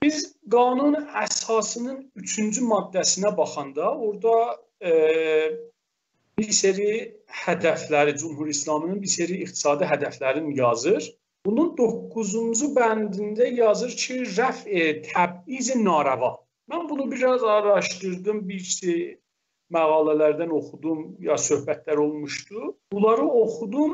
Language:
South Azerbaijani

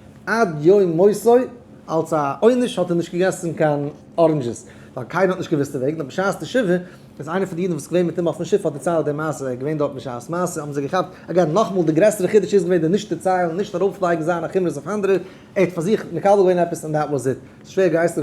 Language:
Yiddish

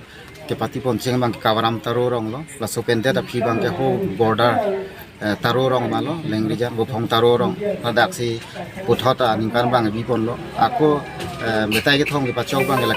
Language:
Karbi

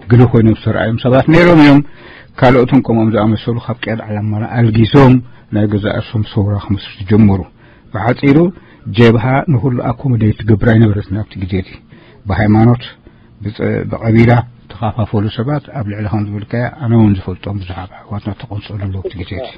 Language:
Tigrinya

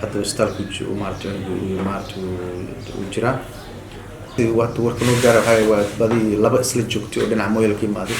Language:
Somali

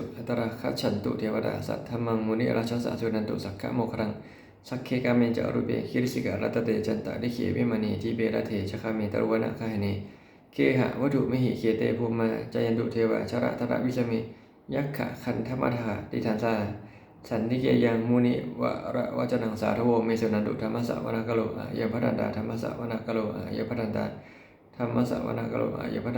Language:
Pali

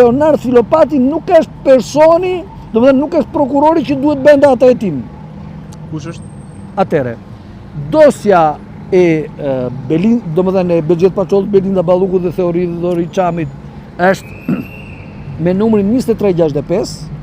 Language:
Albanian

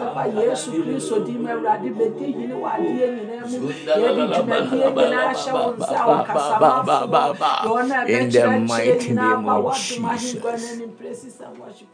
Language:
Akan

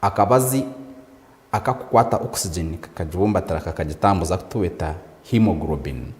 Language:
Nyankole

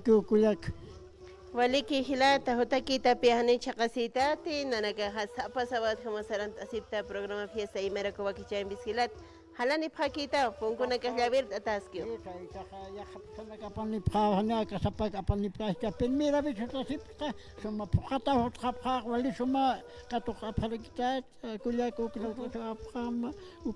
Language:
Aymara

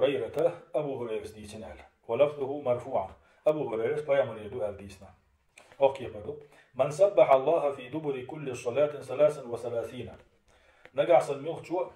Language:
Chechen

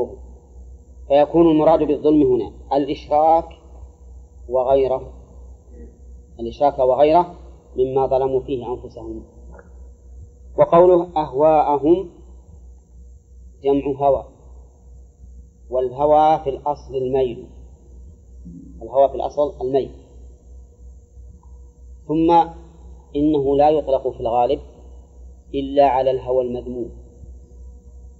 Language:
Arabic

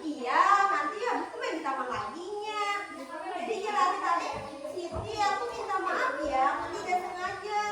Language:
Banjar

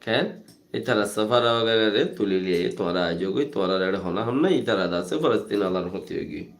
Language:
Rohingya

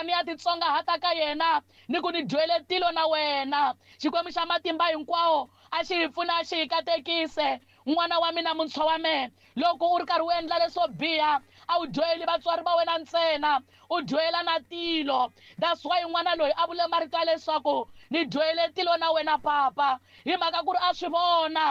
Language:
Tsonga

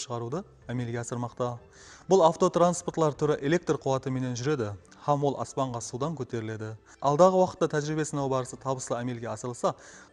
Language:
Kara-Kalpak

